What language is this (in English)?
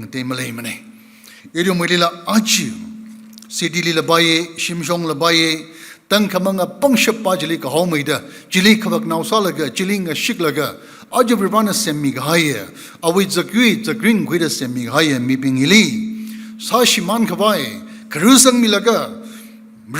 Tangkhul Naga (India)